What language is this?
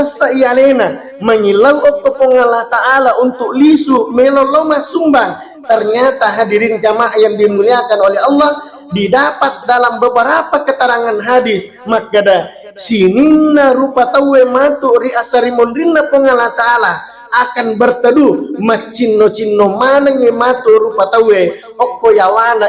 Buginese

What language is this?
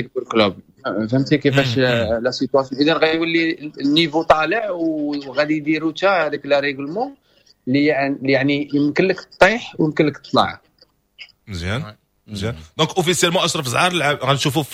Moroccan Arabic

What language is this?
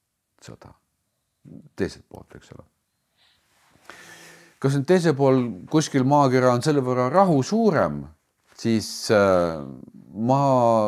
Estonian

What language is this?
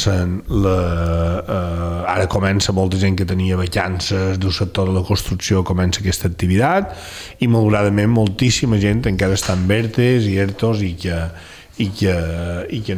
Catalan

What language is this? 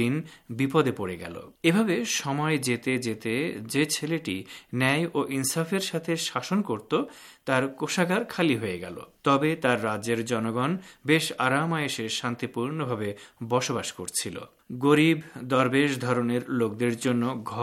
Bangla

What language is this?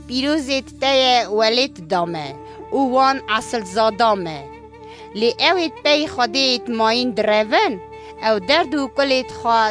Kurdish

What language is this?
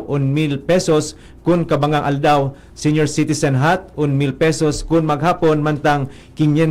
Bikol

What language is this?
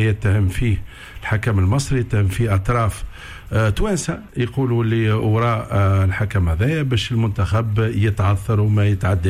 Tunisian Arabic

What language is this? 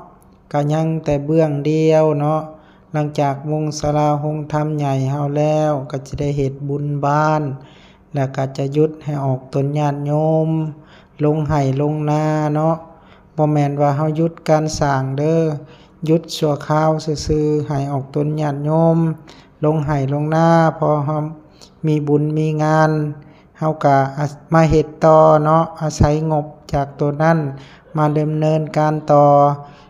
Lao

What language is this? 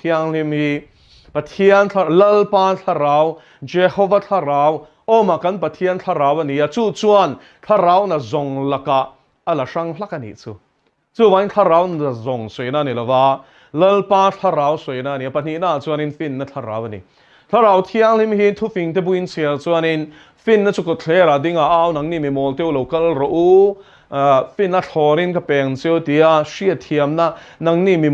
Mizo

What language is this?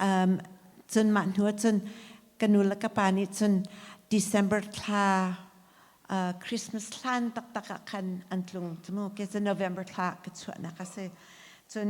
Hakha Chin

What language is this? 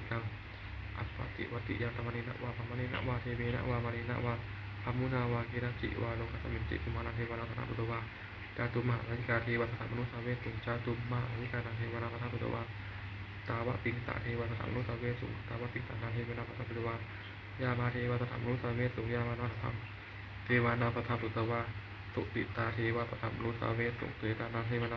Pali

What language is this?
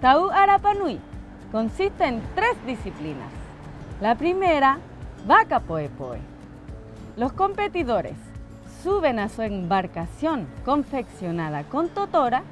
Rapanui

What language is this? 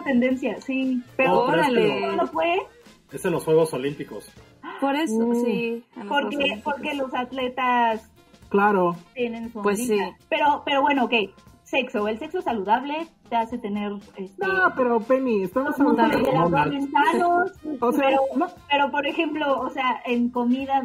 Spanish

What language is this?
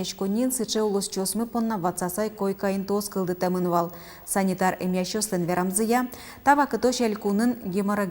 Udmurt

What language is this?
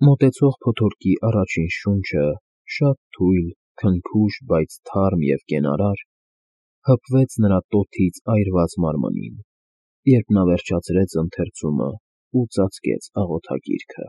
Armenian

